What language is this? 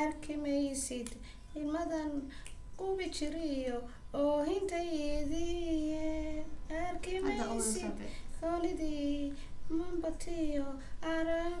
Somali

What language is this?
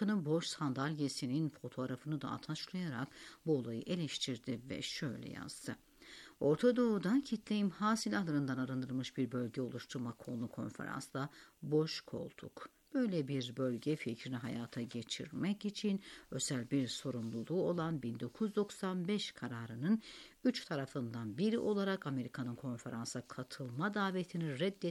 Turkish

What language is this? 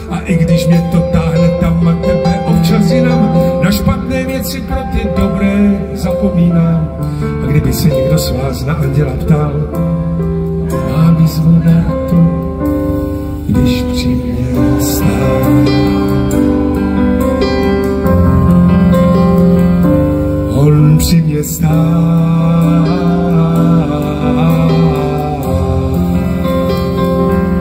Czech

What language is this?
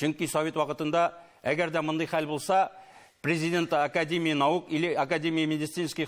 Tatar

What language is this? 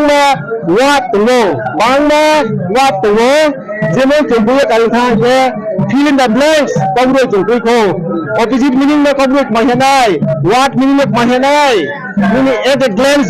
Riang (India)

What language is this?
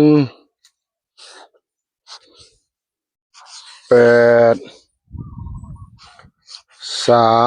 Northeastern Thai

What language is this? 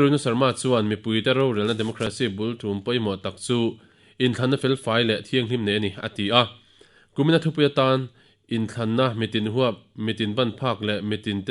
Mizo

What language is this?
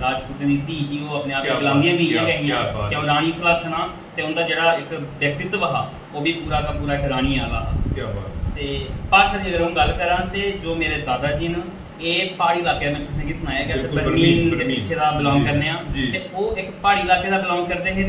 Dogri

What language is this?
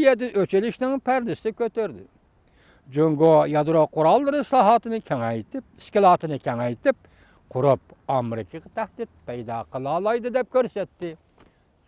Uyghur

